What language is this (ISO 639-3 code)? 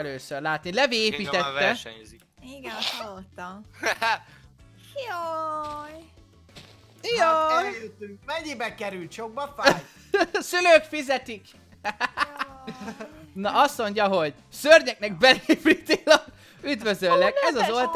hun